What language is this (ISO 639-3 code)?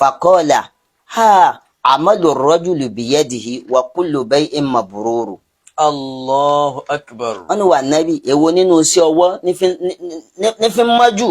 yor